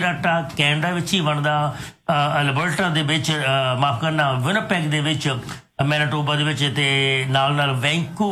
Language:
Punjabi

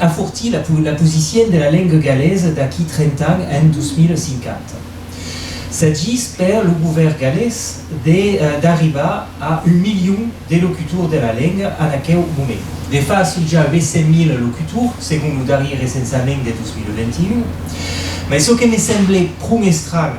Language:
Occitan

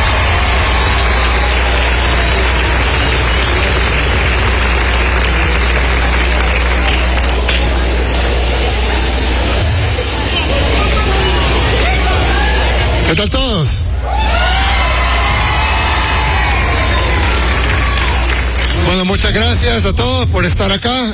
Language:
Spanish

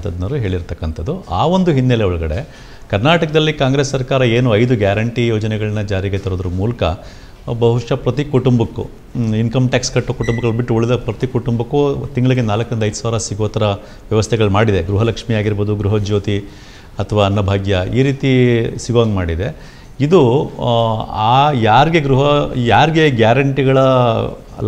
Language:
Kannada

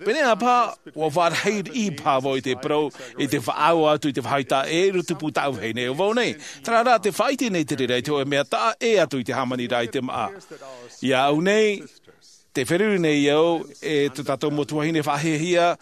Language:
Tahitian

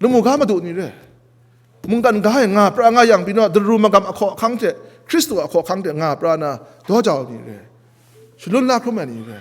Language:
Kachin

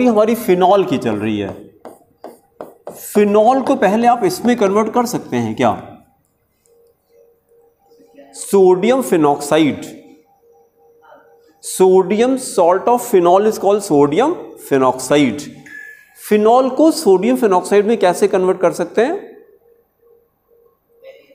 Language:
Hindi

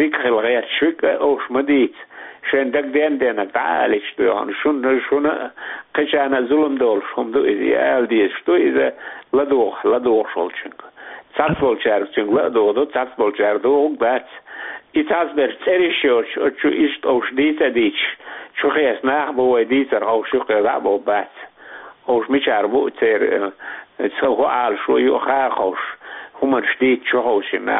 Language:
Chechen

